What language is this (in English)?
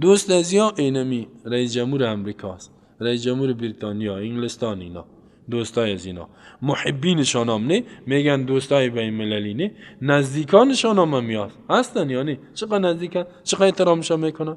Persian